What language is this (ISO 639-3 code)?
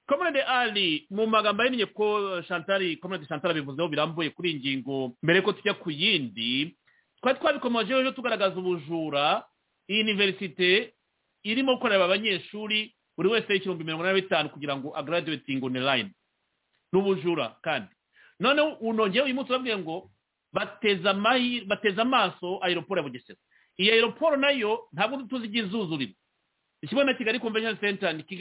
kin